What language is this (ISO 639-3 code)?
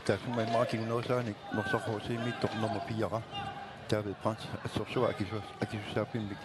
kal